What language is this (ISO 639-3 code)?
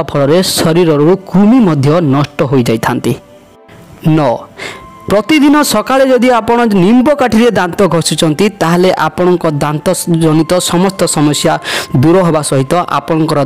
ori